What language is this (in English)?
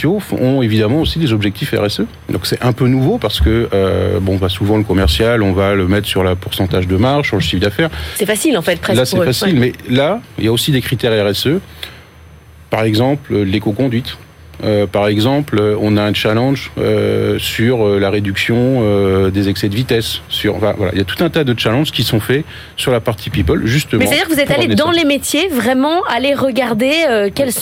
French